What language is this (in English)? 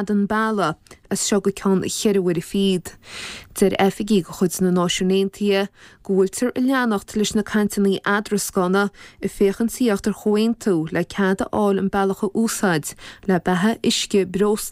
Irish